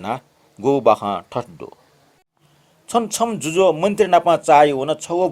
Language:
Newari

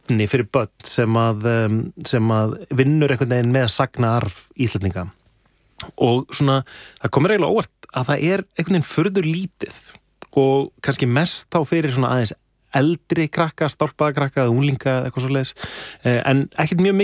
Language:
Icelandic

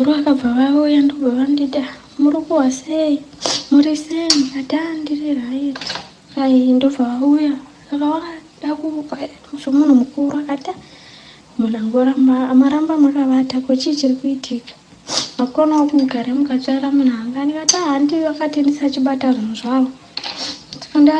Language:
Shona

